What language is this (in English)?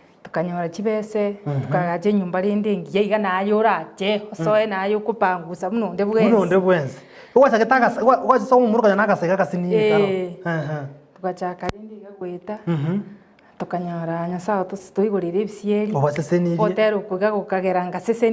Gusii